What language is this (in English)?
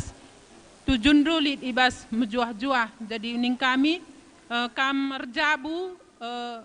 Batak Karo